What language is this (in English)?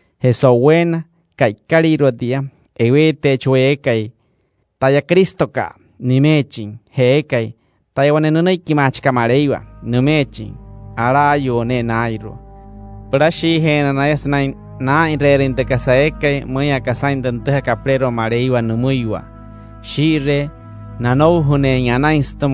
Wayuu